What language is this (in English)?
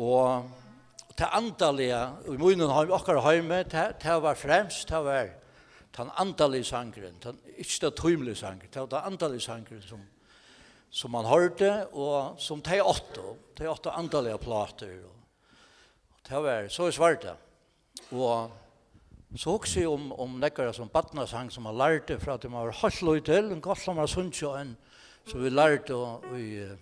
Faroese